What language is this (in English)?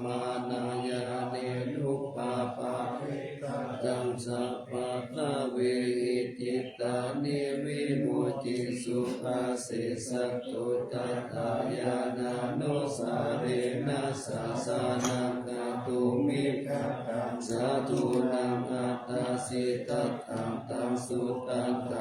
Pali